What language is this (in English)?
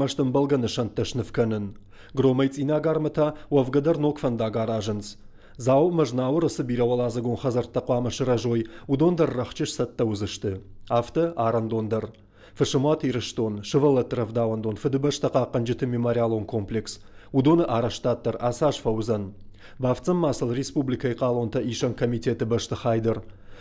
Ossetic